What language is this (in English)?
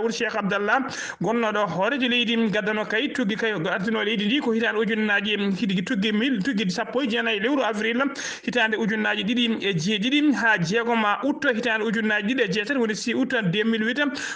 Fula